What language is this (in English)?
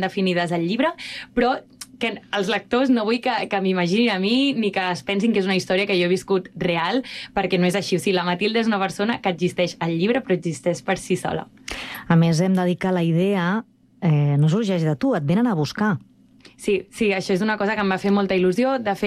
Catalan